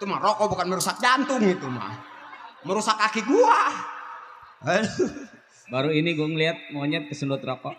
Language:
Betawi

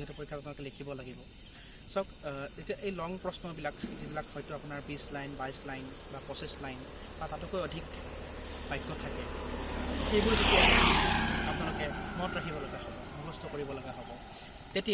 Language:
Assamese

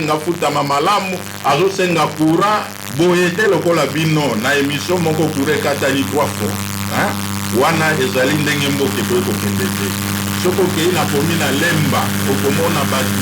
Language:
Lingala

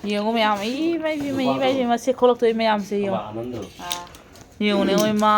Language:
Manipuri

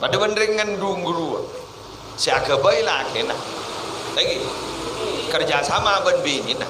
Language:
Madurese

